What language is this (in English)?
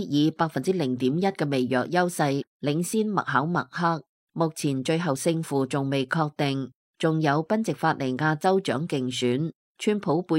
Cantonese